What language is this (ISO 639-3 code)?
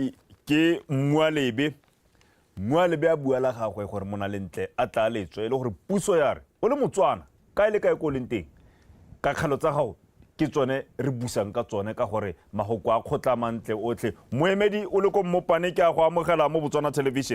tsn